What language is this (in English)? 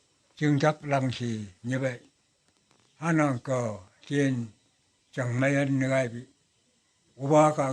Phom Naga